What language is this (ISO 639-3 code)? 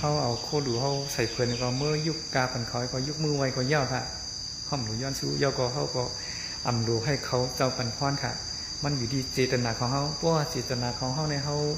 shn